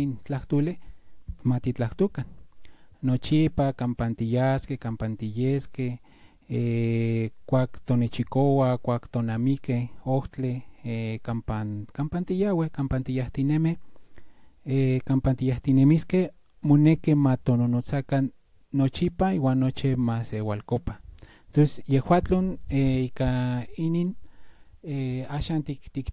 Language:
Central Nahuatl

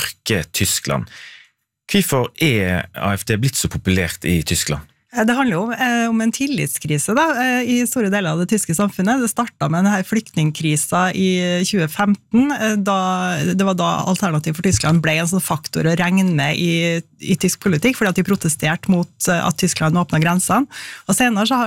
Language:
Norwegian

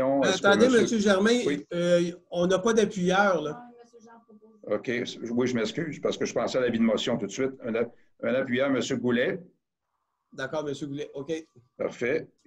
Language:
French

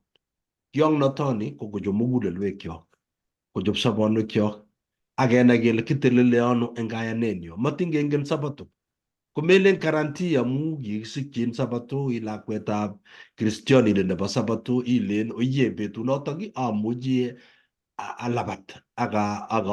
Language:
Kalenjin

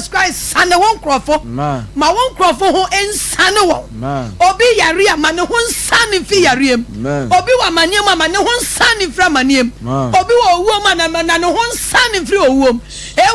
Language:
Akan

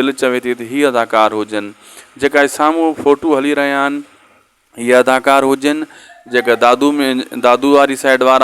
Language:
Sindhi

